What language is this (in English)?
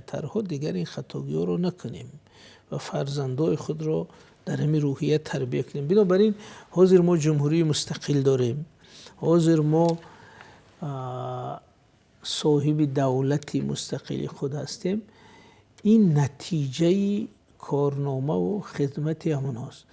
Tajik